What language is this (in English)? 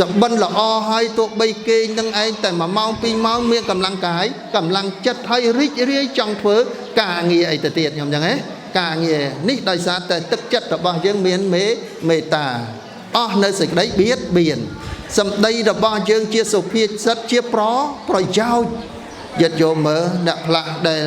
Khmer